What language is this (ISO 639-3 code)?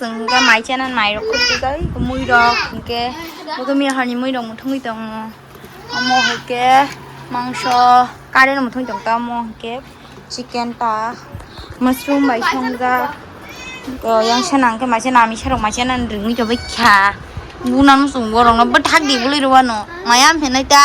trp